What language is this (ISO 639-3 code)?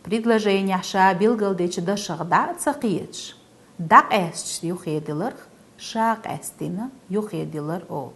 che